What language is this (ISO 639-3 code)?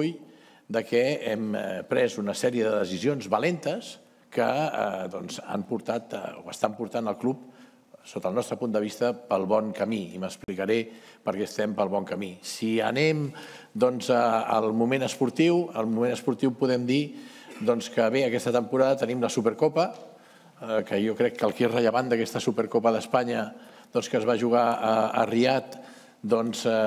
cat